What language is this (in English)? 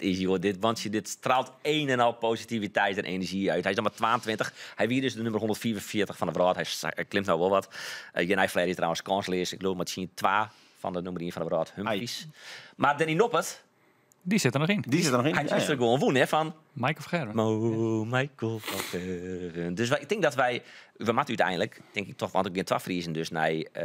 Western Frisian